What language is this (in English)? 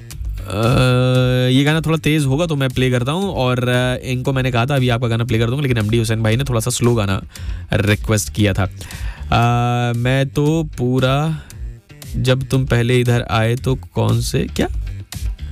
Hindi